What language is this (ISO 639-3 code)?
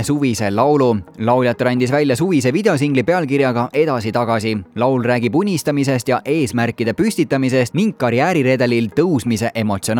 est